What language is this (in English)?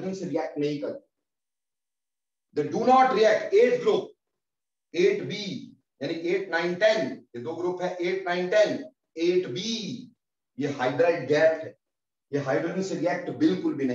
Hindi